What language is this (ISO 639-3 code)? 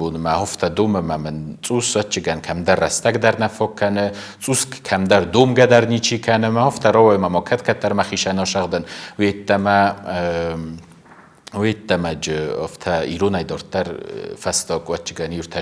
oss